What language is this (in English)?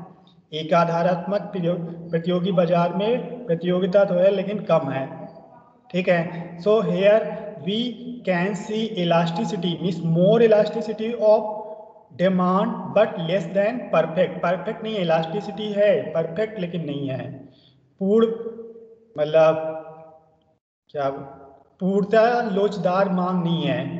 Hindi